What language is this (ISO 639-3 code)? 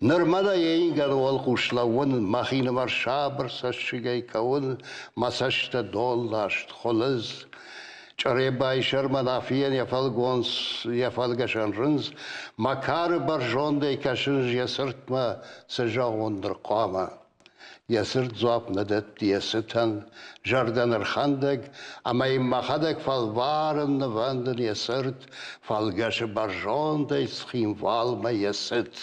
oss